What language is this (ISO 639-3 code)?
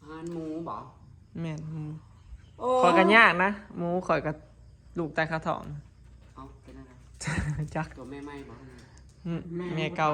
tts